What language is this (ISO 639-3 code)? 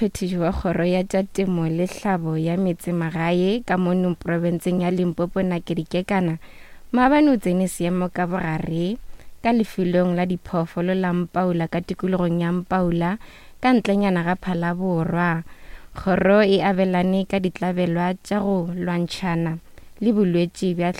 nso